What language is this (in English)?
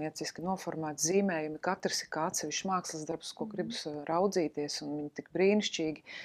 Latvian